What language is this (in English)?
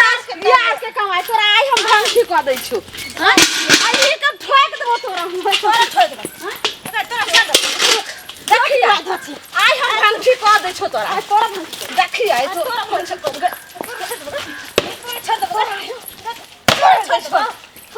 Maithili